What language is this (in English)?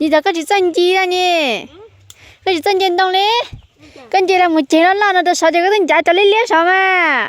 Hmong